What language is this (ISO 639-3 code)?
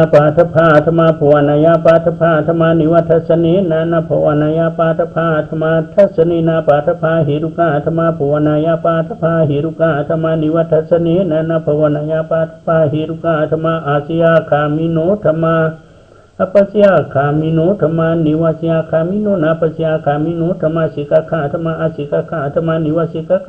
shn